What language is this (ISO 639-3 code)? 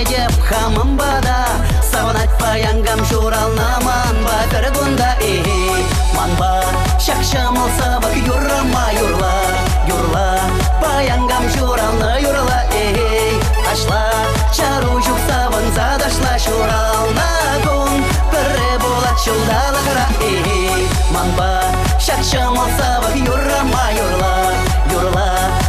chv